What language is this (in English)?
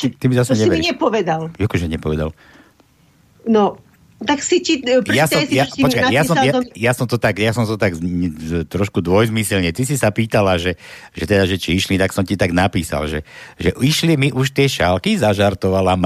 Slovak